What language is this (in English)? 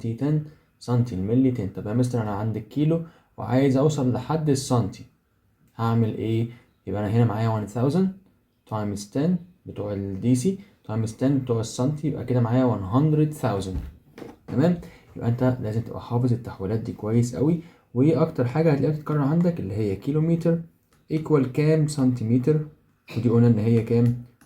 Egyptian Arabic